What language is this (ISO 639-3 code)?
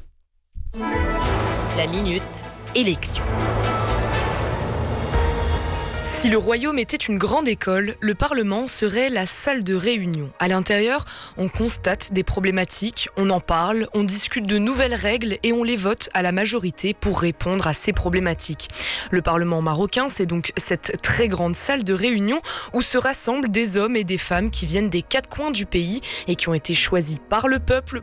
fra